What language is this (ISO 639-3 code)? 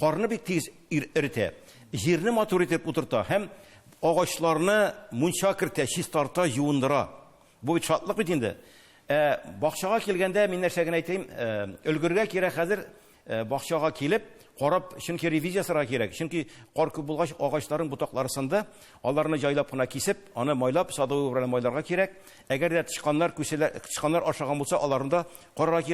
tat